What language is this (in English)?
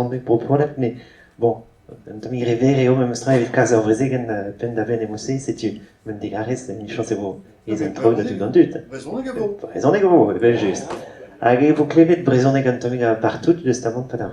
Breton